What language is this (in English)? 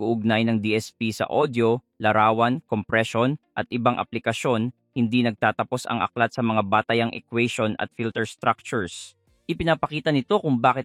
Filipino